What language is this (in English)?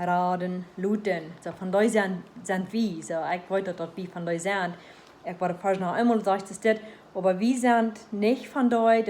Plautdietsch